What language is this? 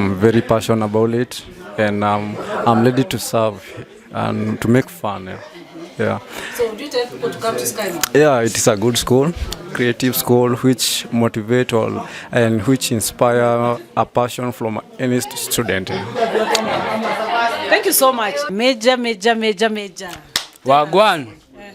Kikuyu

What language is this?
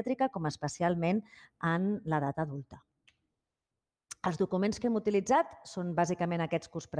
Catalan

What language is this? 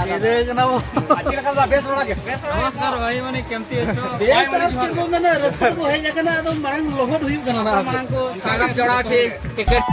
Santali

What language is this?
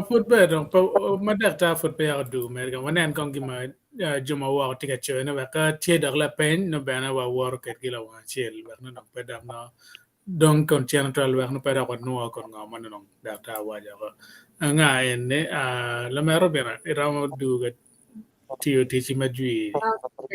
Acoli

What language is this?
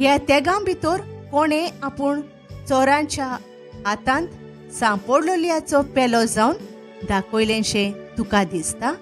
Konkani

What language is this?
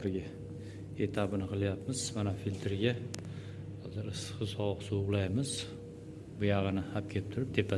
Uzbek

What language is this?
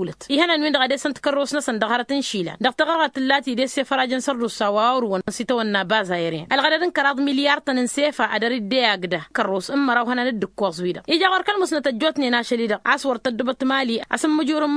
Tamasheq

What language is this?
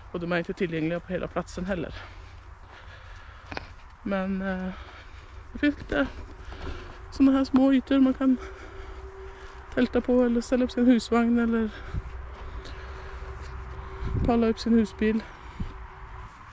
Swedish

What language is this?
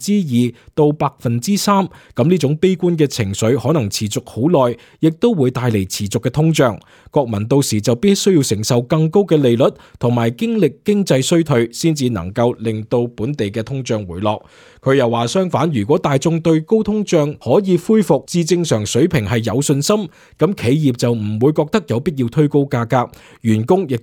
Cantonese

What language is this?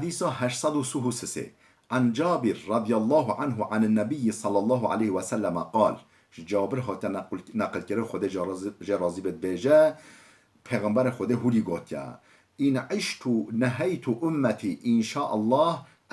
Kurdish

